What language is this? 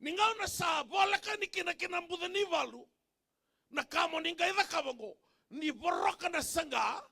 Fijian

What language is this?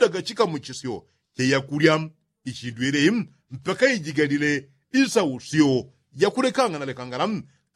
Yao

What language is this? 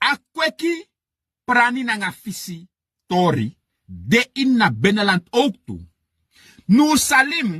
Sranan Tongo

